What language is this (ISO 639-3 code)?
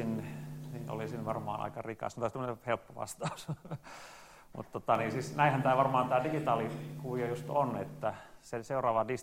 fin